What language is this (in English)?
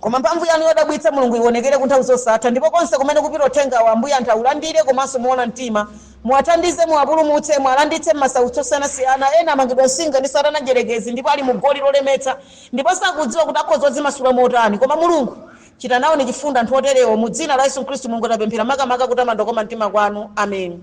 Nyanja